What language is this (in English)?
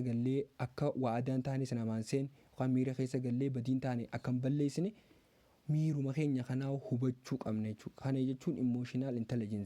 Oromo